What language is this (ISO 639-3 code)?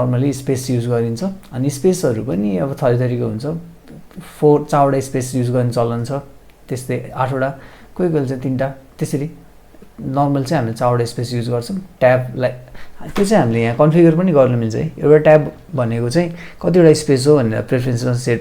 nep